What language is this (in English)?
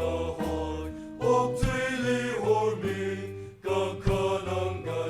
Tangkhul Naga (India)